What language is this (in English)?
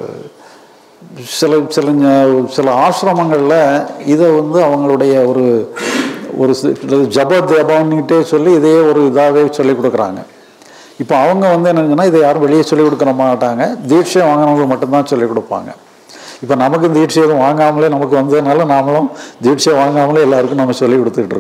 Tamil